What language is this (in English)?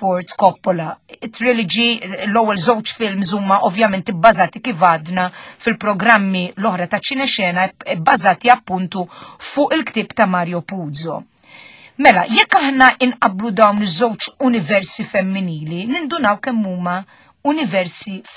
Maltese